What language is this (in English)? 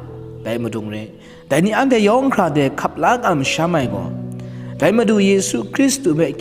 Kachin